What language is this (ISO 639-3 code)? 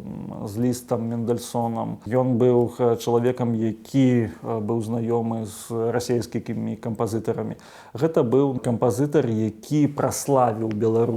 bel